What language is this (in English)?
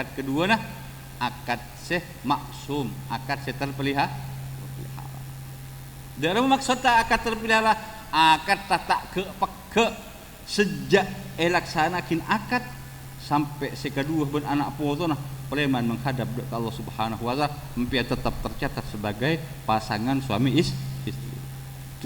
Madurese